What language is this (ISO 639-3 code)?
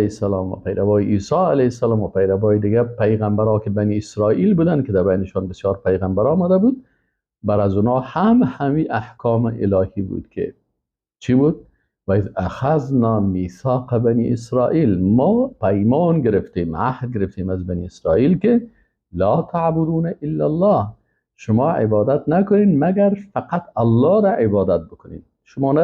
fas